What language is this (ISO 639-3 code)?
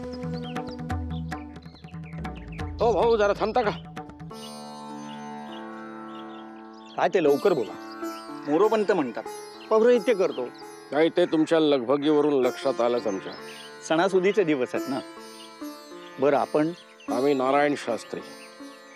mar